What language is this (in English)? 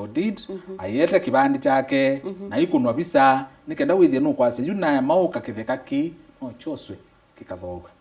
Kamba